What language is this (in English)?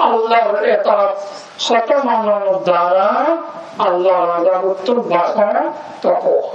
Rohingya